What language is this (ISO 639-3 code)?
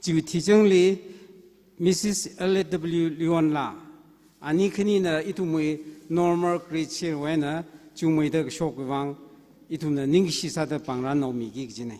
nmf